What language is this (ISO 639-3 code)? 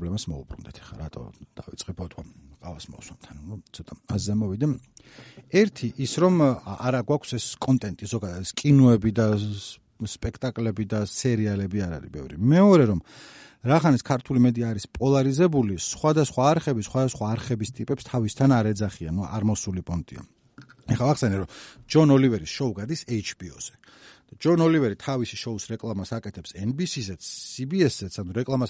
kat